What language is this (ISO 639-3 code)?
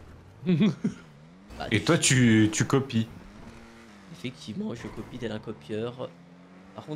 fra